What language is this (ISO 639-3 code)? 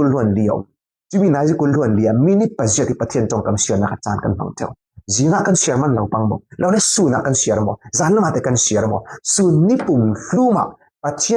cfm